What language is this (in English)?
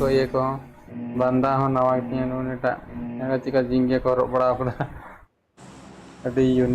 Santali